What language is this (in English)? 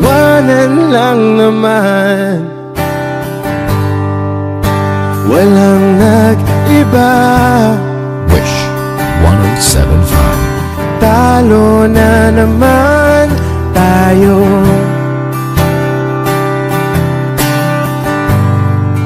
Filipino